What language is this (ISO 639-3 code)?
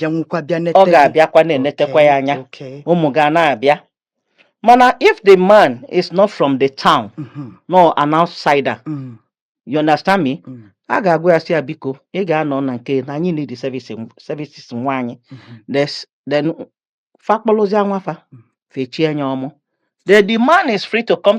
ibo